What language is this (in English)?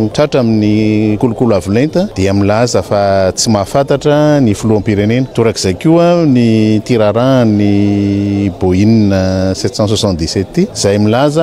Malagasy